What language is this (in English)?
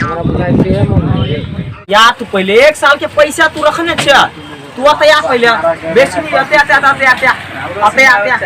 Maithili